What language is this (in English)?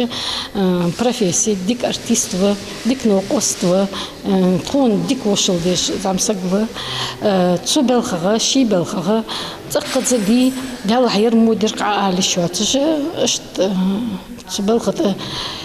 Ingush